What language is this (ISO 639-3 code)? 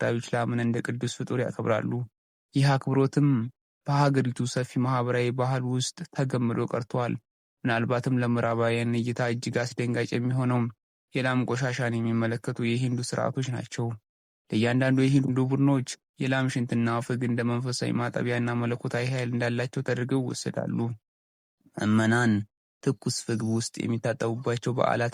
amh